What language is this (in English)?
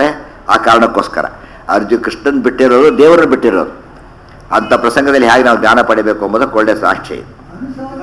Kannada